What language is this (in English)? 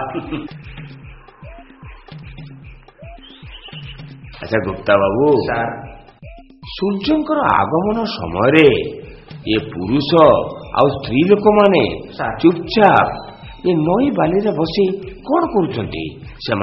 Odia